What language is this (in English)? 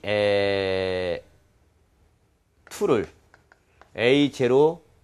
Korean